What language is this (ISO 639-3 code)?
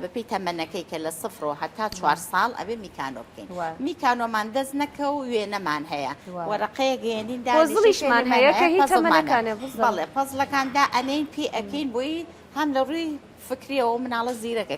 ckb